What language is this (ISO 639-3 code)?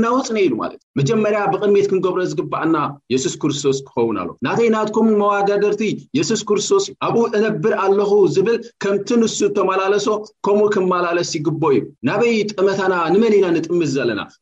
tir